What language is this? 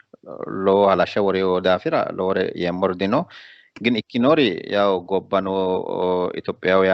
Sidamo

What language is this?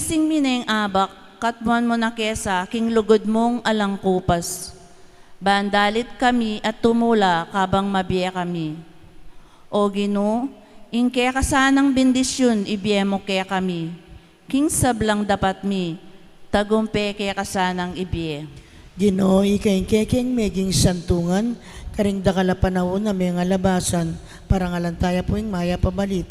Pampanga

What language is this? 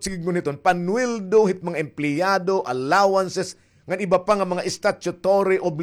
Waray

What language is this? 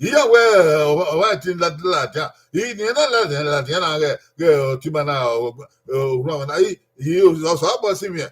Bini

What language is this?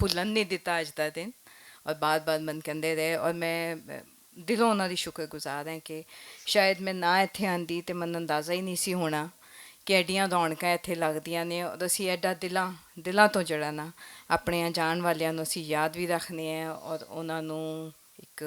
Western Panjabi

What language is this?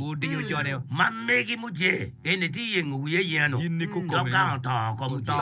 Acoli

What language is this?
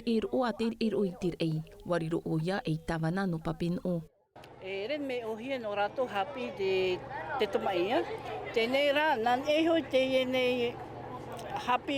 Tahitian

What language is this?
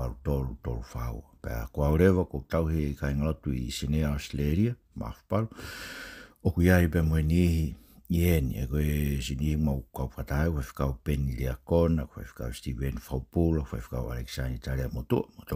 Tongan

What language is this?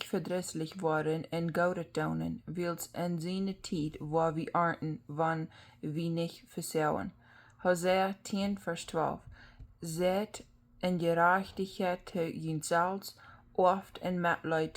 Plautdietsch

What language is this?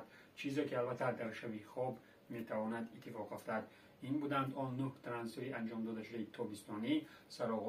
Tajik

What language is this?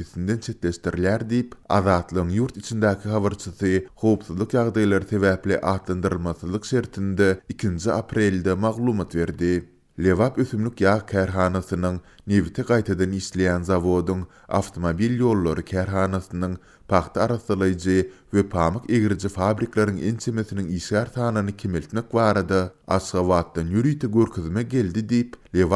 Turkmen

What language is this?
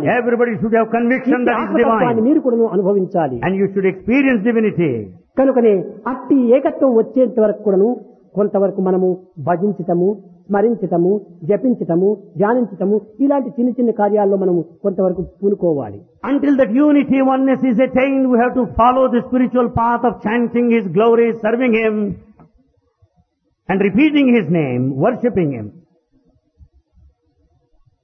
Telugu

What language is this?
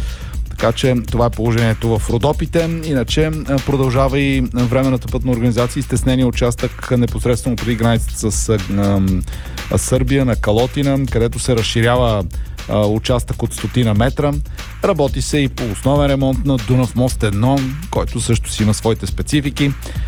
Bulgarian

